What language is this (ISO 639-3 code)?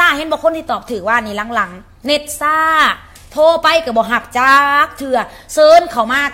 lao